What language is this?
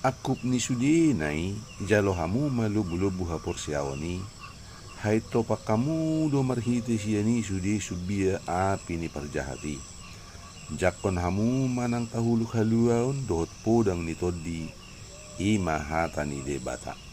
Batak Toba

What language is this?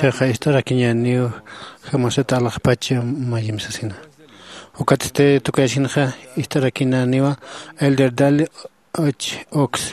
Aymara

